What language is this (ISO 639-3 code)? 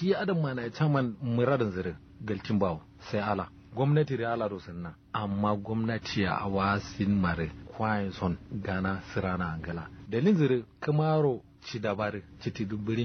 kau